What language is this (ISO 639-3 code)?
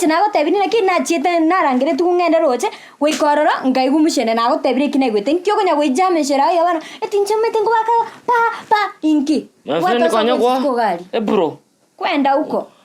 guz